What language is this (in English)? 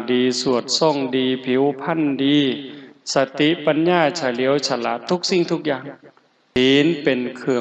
Lao